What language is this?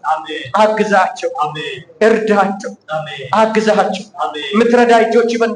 Amharic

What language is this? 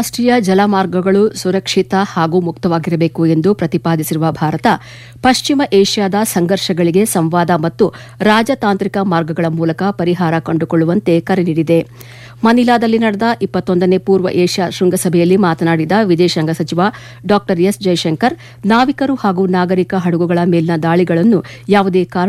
Kannada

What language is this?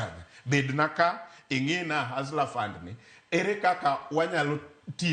Luo (Kenya and Tanzania)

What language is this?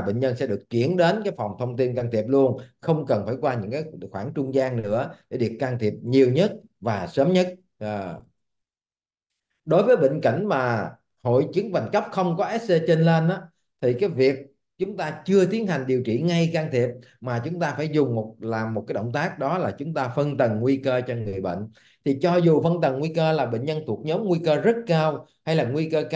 Vietnamese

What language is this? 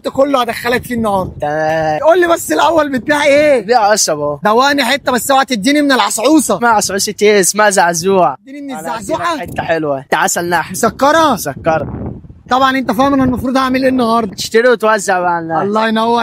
Egyptian Arabic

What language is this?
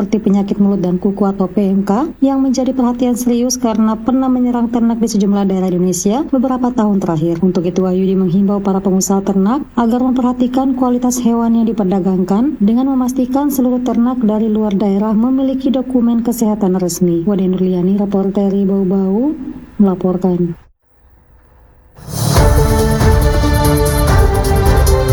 Indonesian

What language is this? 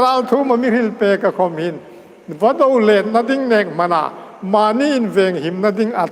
Hmar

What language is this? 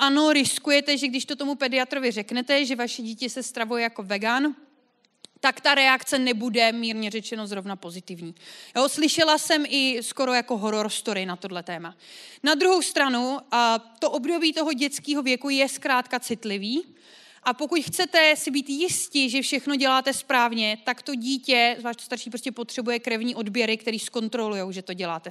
Czech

